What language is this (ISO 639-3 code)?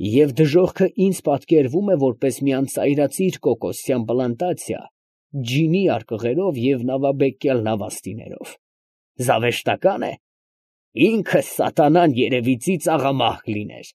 hye